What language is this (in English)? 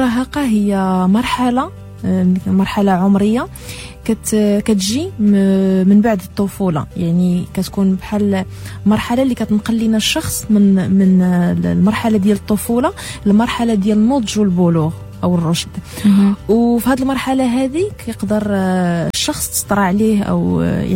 Moroccan Arabic